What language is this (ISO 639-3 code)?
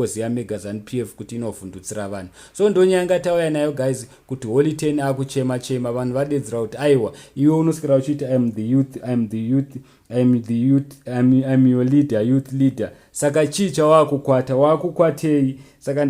sna